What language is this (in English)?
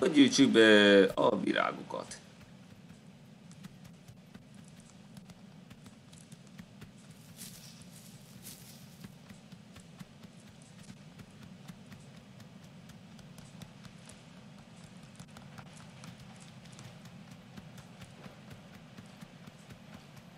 Hungarian